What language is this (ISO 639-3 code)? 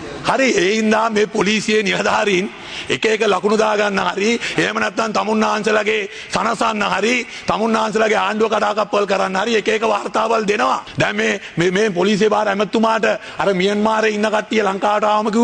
sin